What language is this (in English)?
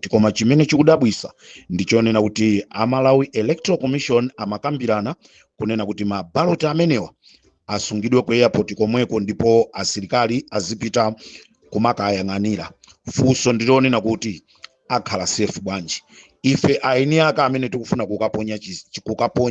Nyanja